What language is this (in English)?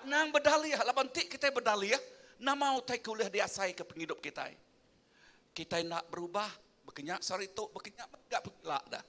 Iban